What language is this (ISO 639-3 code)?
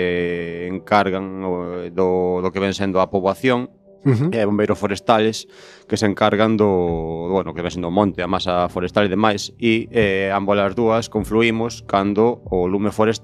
glg